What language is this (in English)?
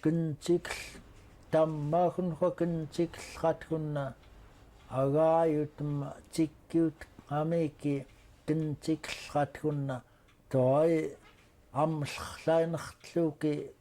Central Yupik